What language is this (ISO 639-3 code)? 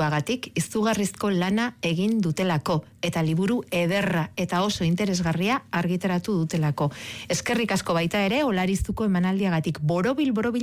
eus